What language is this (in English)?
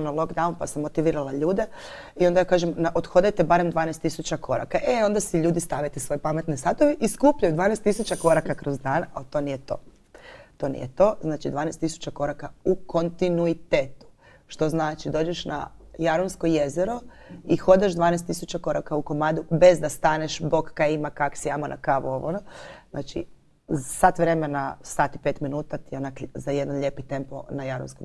Croatian